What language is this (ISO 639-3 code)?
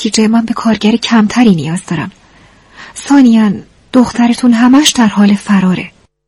fas